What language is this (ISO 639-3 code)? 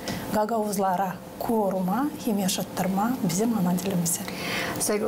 gag